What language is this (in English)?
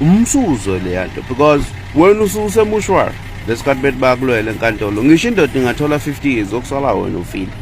Zulu